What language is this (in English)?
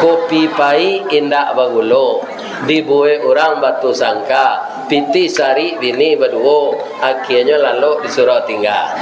Minangkabau